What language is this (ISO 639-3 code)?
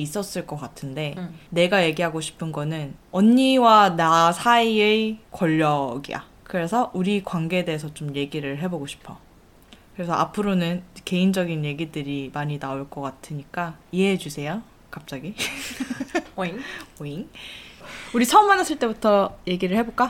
kor